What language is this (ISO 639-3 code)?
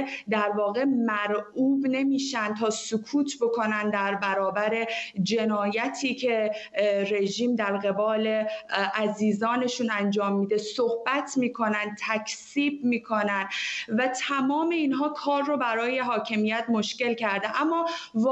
fas